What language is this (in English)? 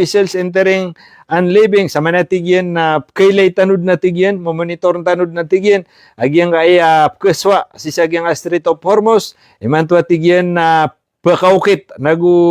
Maranao